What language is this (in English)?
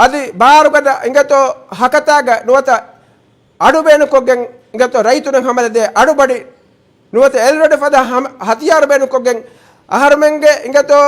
Divehi